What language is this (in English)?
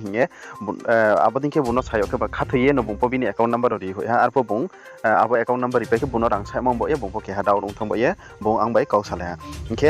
Riang (India)